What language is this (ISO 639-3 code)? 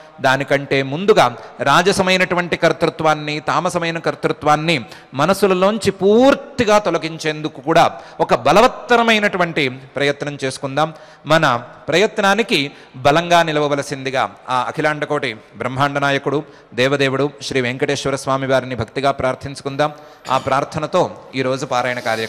tel